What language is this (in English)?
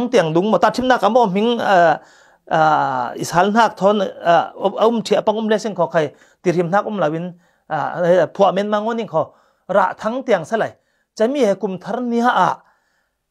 Falam Chin